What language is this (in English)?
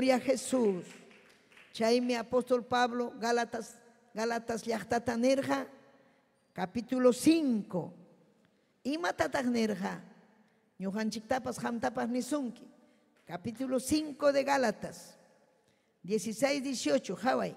Ayacucho Quechua